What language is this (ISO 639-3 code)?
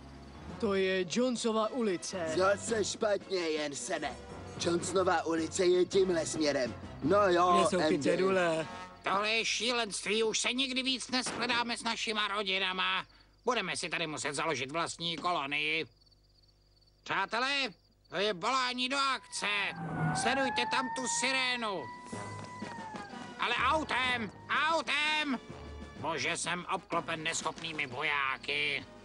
ces